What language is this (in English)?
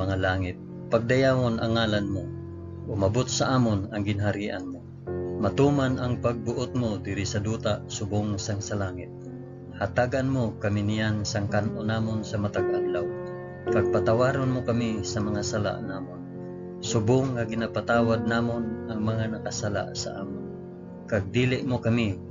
Hiligaynon